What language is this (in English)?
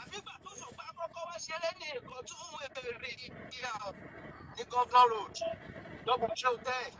Yoruba